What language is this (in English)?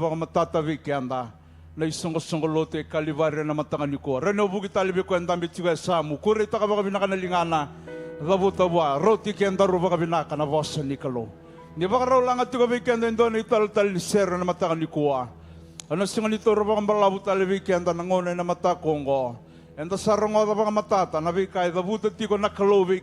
Fijian